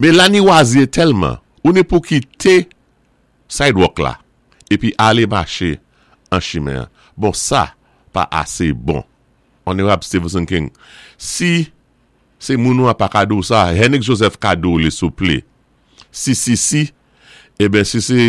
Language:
Saint Lucian Creole French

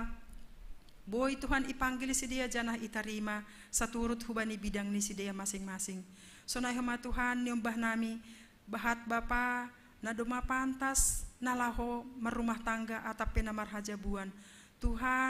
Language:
Batak Simalungun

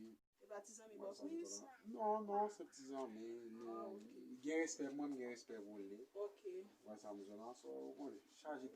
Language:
Haitian Creole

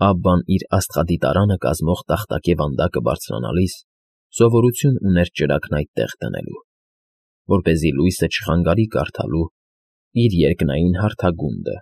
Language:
Armenian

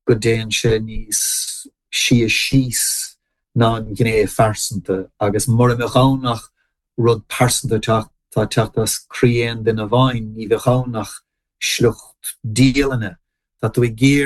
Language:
Irish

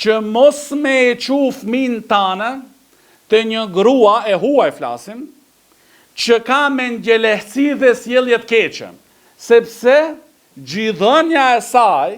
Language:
Albanian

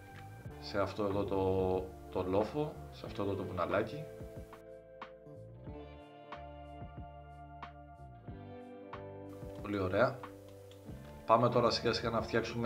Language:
Greek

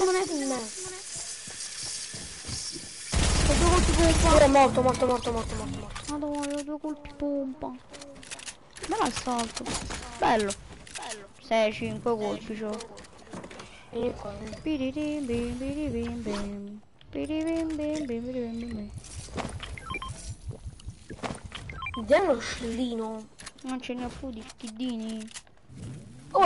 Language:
Italian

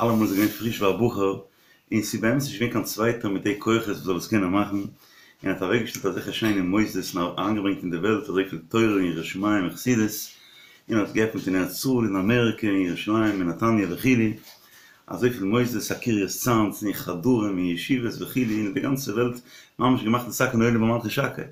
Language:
Yiddish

